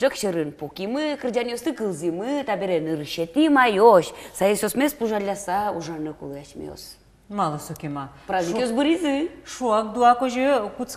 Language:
Udmurt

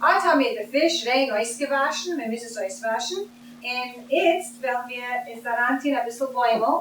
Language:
Yiddish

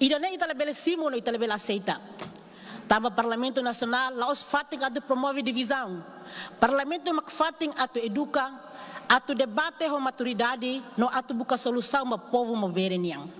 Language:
Tetum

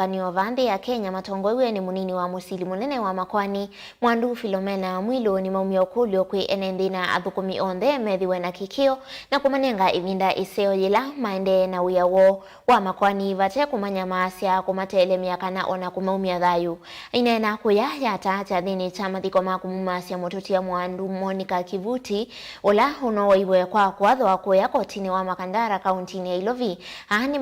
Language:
Kamba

